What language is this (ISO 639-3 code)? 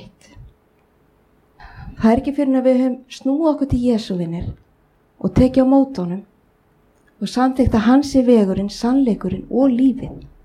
isl